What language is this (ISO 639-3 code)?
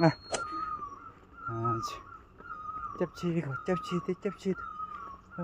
bod